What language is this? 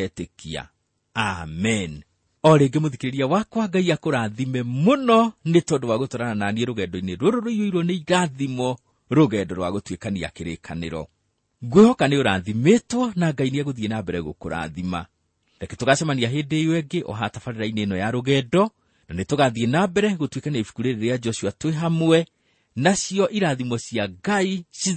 Kikuyu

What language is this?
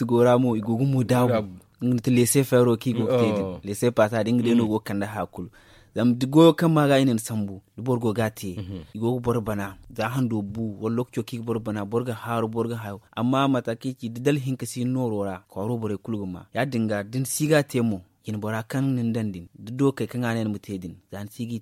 Zarma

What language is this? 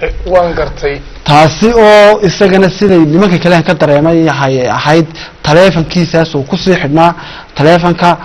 Somali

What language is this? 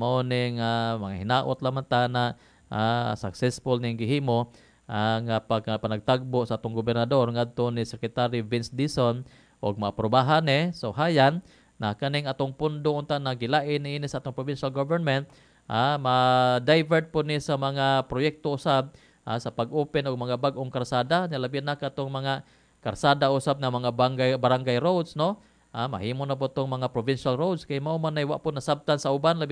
Cebuano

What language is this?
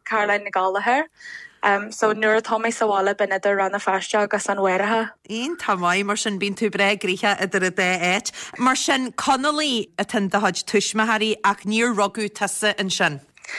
Irish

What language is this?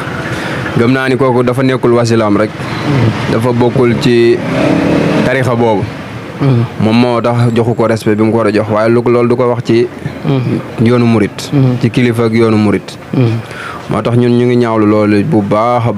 Wolof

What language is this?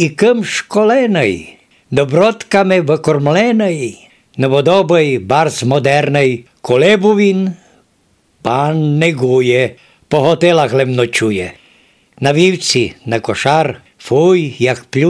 Rusyn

